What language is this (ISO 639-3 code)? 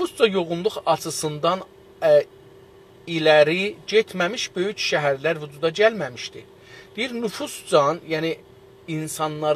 azb